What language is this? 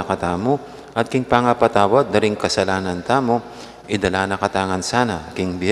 Pampanga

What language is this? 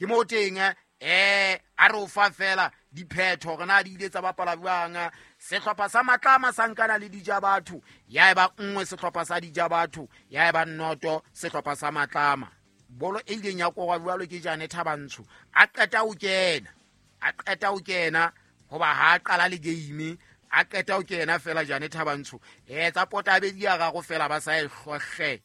Southern Sotho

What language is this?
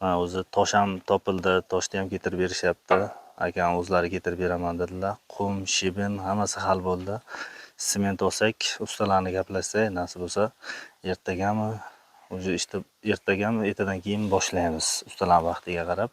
Uzbek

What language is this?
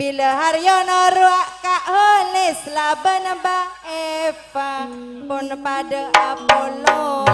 Madurese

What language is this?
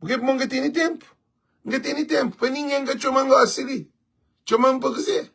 Kabuverdianu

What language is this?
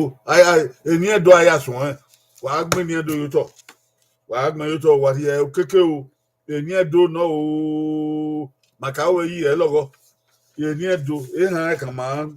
Bini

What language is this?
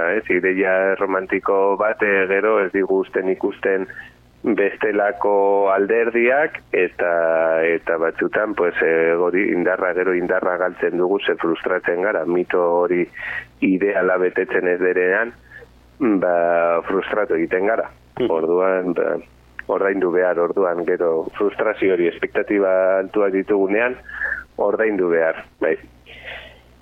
Basque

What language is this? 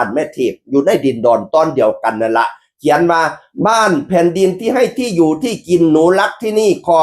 Northeastern Thai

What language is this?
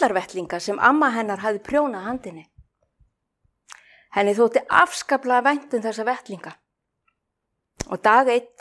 Icelandic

